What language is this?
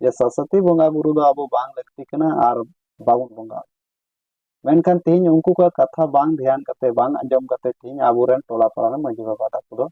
Santali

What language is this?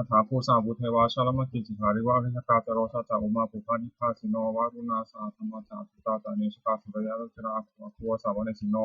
Pali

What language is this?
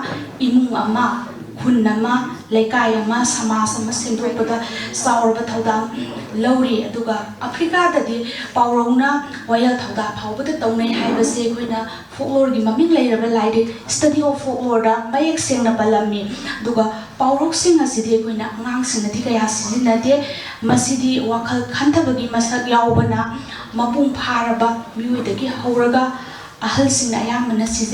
Manipuri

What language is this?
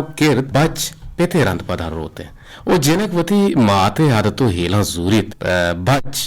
Eastern Balochi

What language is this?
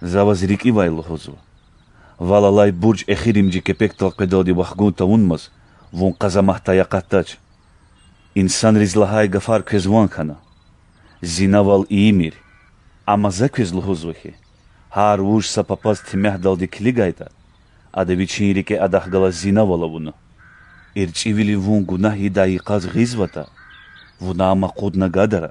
Lezghian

